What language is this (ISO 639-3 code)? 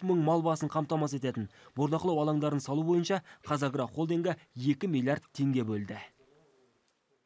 kaz